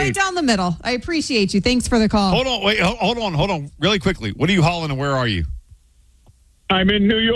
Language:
English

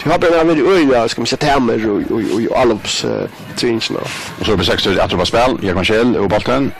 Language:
Faroese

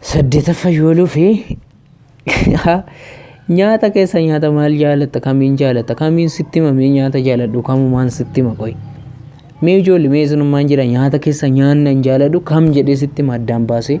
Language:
Oromo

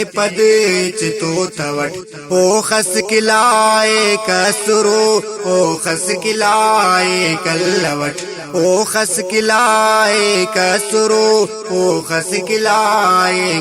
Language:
Brahui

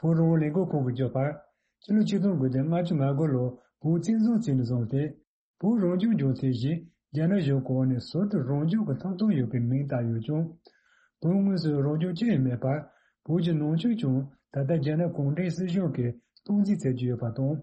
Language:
Tibetan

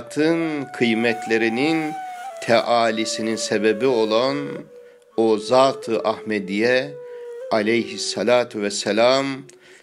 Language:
Ottoman Turkish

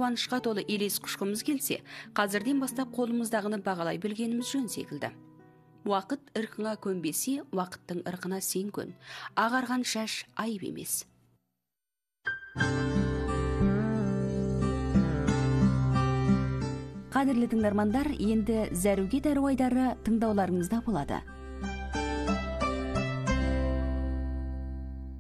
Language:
Kazakh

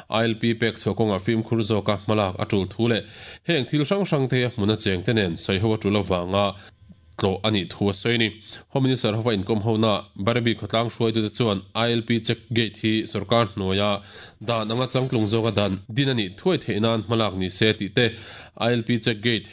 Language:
Mizo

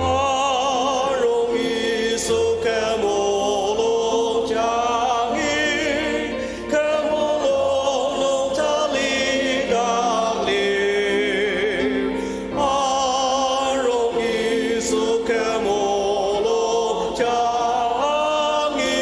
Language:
Ao Naga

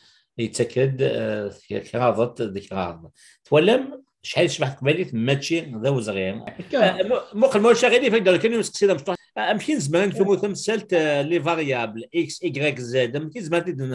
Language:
Kabyle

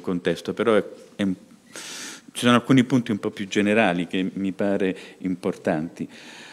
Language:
Italian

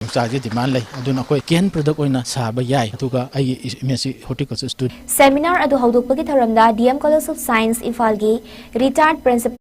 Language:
Manipuri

